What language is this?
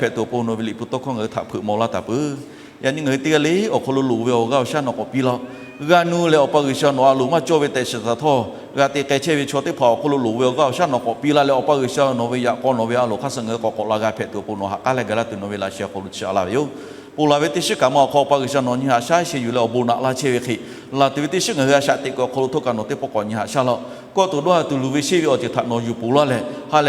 Lahu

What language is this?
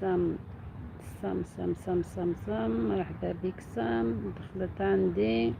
Algerian Arabic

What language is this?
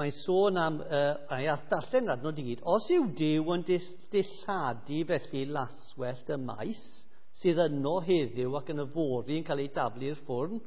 Welsh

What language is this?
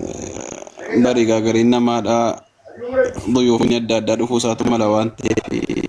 Oromo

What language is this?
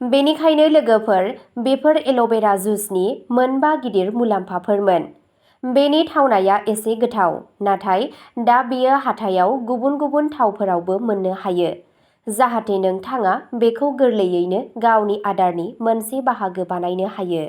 Bodo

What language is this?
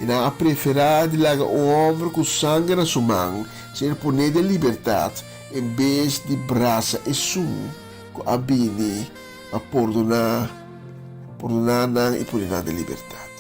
Papiamento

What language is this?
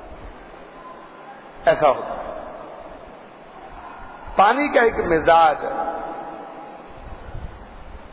Urdu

